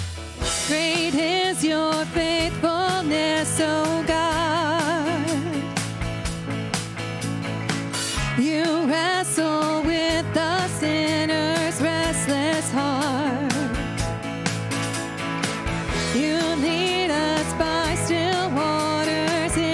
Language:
English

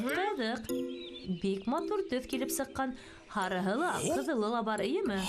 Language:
Bashkir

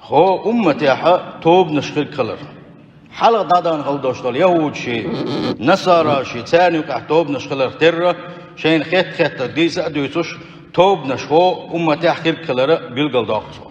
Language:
Chechen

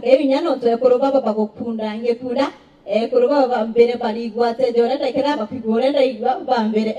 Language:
Meru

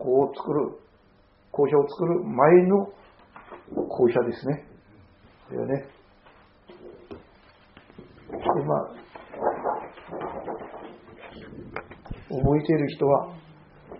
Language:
Japanese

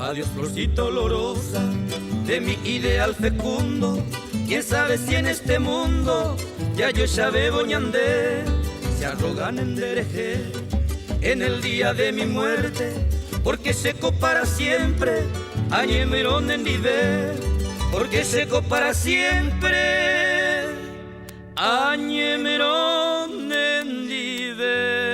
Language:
Guarani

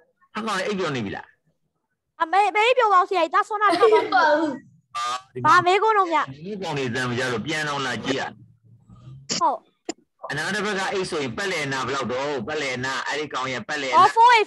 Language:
Burmese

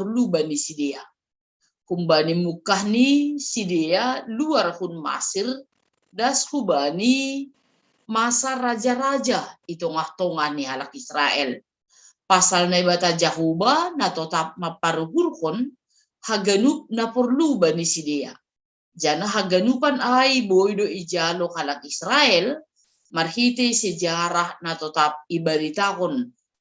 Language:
Batak Simalungun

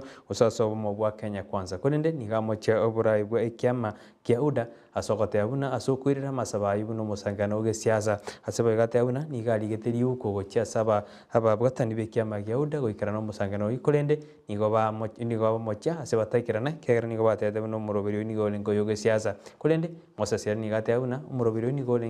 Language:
Gusii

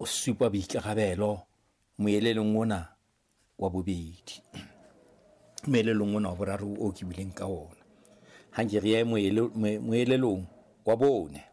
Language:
Southern Sotho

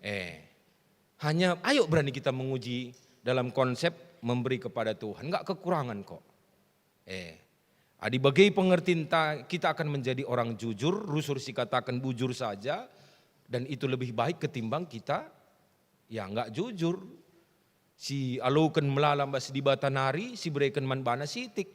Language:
Batak Karo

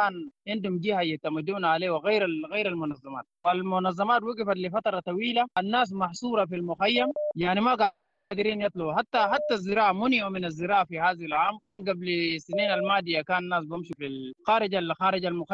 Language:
Sudanese Arabic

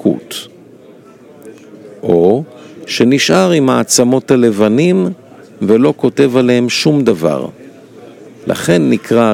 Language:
Hebrew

